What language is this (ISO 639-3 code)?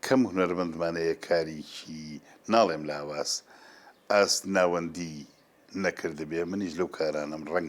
ckb